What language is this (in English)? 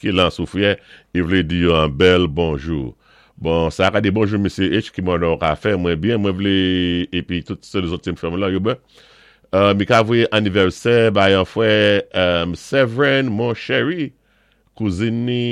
Saint Lucian Creole French